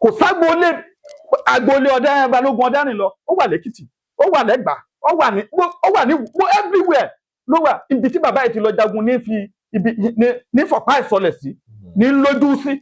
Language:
Yoruba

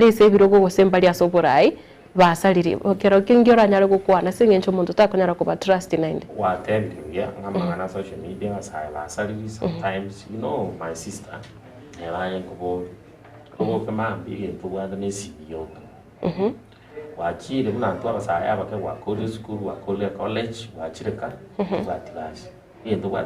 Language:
Gusii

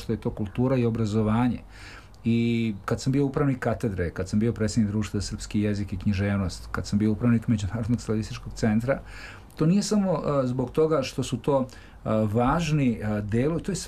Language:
Serbian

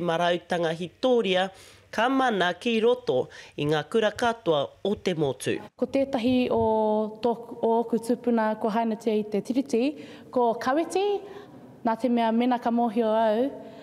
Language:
Māori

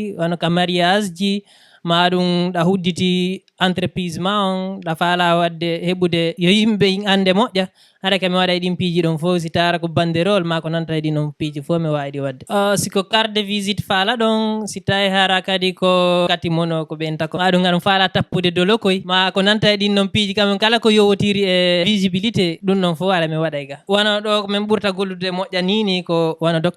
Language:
Fula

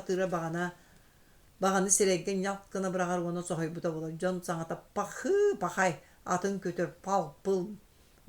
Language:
Yakut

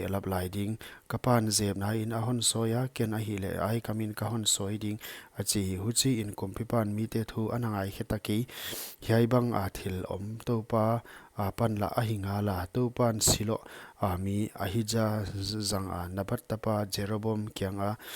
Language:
Paite Chin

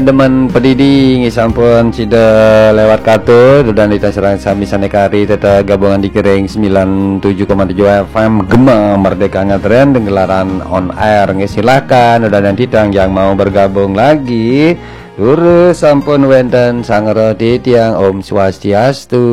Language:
Balinese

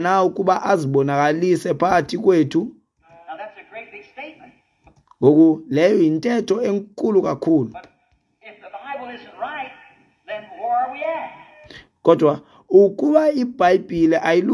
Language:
Xhosa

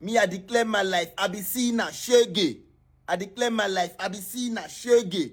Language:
Nigerian Pidgin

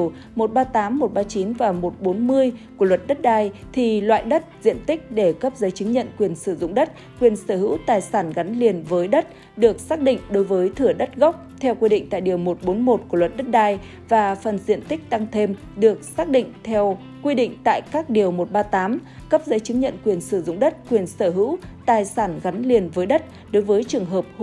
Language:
Vietnamese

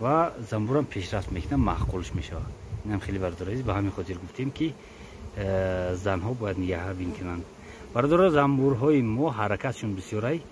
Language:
Tajik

